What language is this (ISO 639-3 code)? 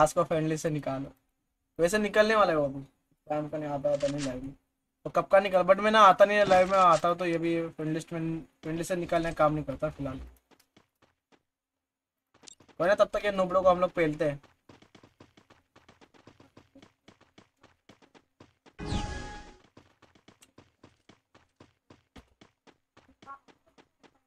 hin